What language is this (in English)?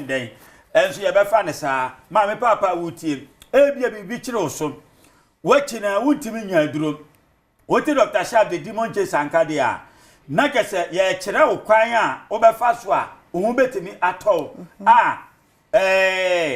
Akan